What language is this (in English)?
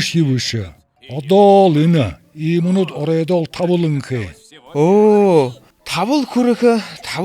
Buriat